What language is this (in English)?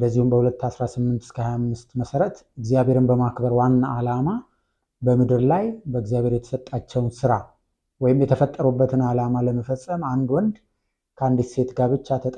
Amharic